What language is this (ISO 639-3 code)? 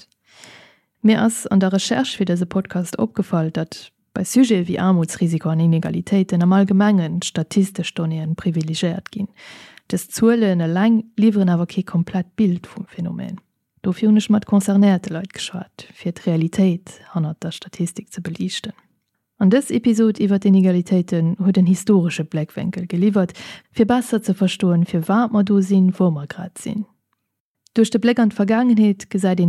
ltz